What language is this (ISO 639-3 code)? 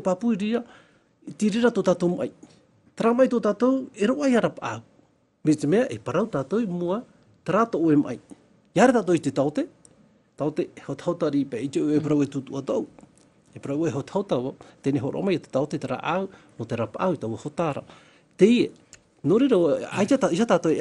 tah